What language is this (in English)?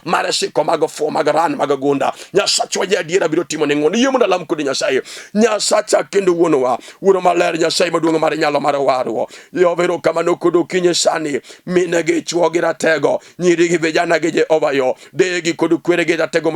Luo (Kenya and Tanzania)